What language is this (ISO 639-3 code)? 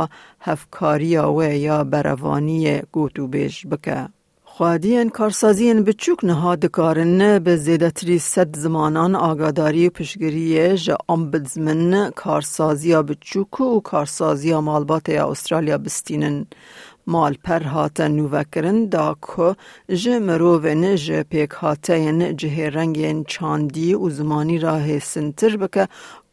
kur